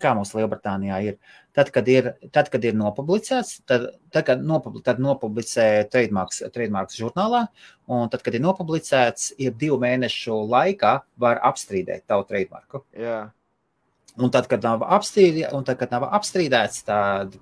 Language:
Latvian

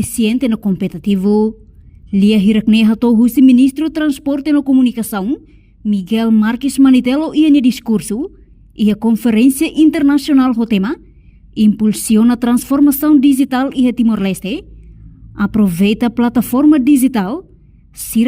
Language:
Tetum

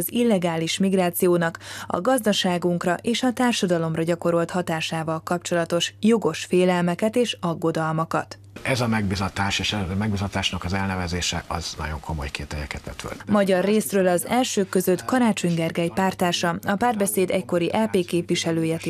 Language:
Hungarian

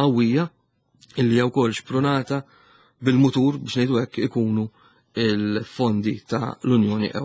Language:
Maltese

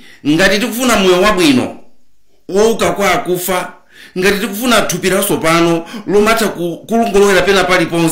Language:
Nyanja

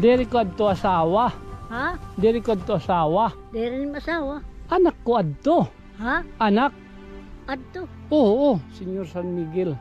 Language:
Waray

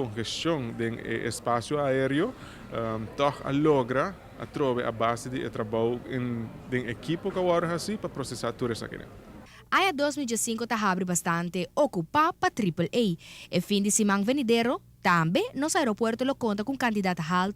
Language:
Papiamento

